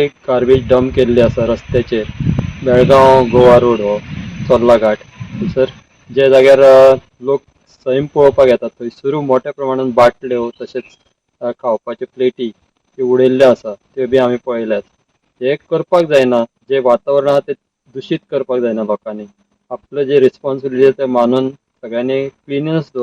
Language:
Konkani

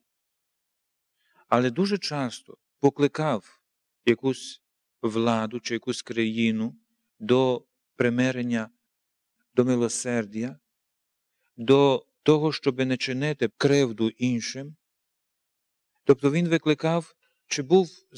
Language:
Ukrainian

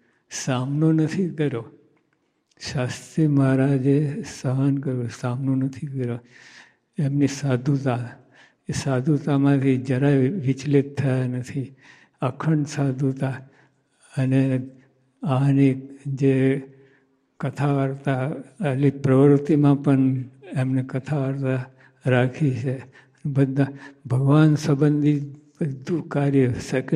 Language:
Gujarati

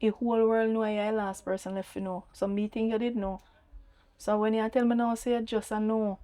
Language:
Jamaican Creole English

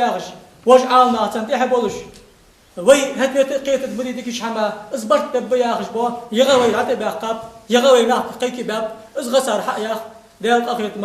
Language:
Ingush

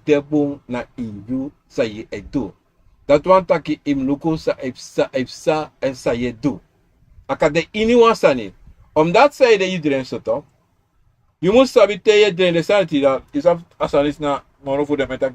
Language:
Sranan Tongo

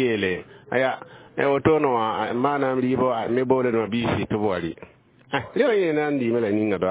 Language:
Mossi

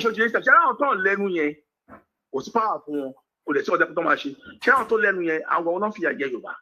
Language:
Yoruba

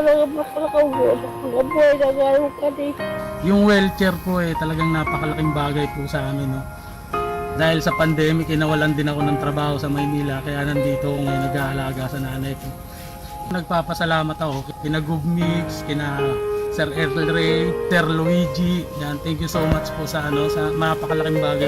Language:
Bikol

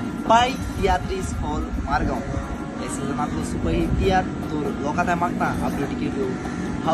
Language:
Konkani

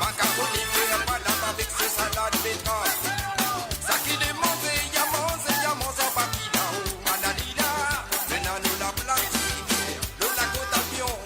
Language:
Morisyen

